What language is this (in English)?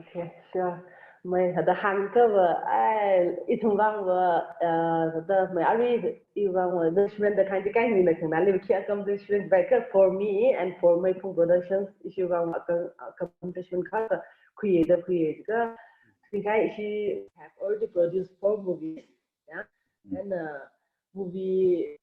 Tangkhul Naga (India)